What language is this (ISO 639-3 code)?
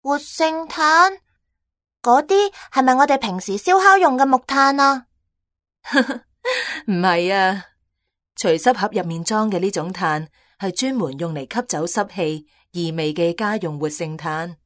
yue